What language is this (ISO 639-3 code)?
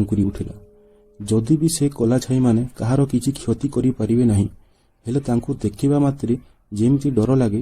ori